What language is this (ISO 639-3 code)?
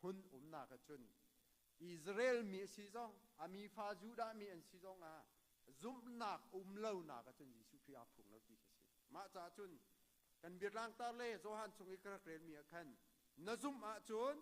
cnh